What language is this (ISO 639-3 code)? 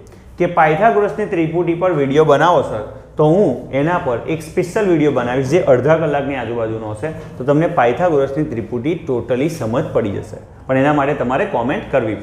guj